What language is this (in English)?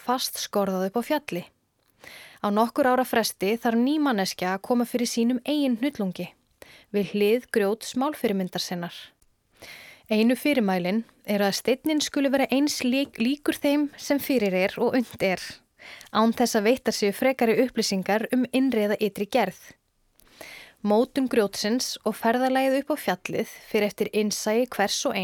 Icelandic